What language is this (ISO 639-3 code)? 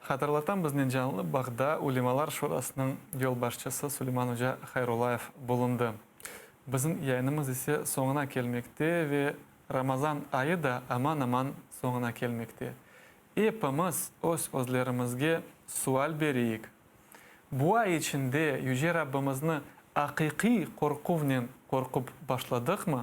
crh